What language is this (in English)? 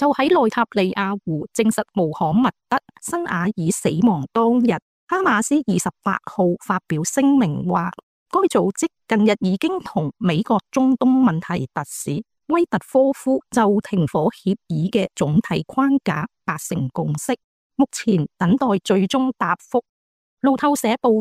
Cantonese